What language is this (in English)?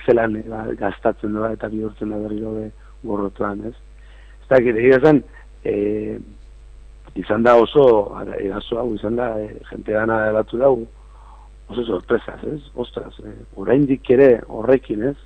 Basque